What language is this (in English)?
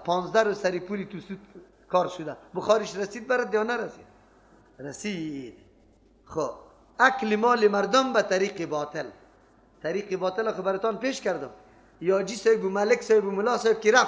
Persian